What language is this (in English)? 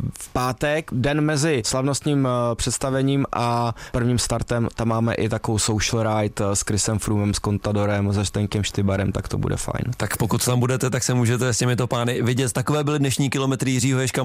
Czech